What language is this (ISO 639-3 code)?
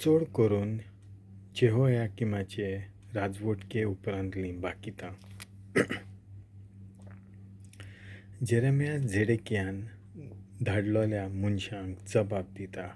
kok